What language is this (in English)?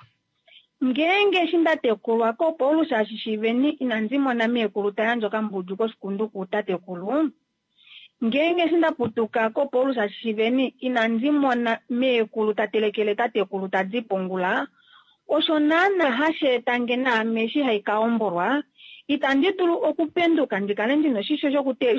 Kuanyama